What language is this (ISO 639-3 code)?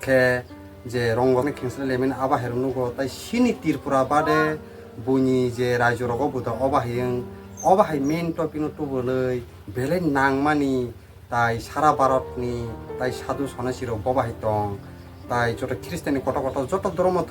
trp